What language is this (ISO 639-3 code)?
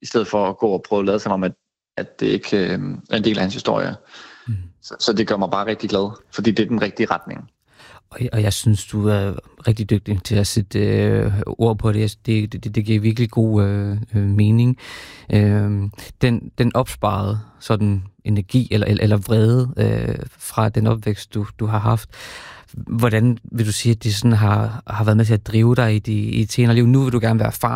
dan